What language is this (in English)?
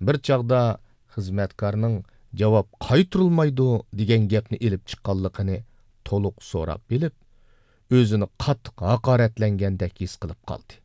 Uyghur